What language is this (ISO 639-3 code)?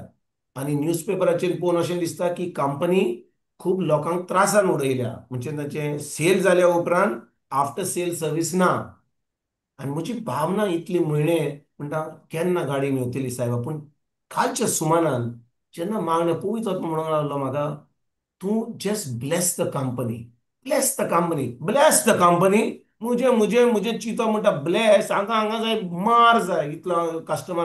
kok